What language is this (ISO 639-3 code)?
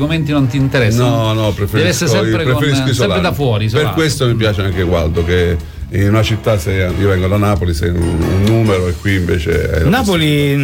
ita